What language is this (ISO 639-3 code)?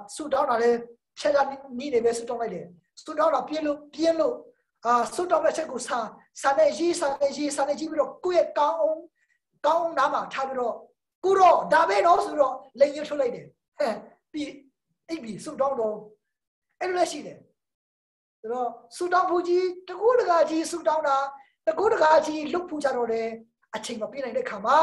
mya